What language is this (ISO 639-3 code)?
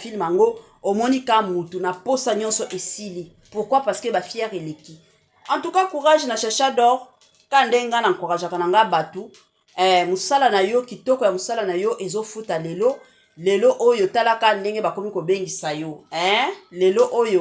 lin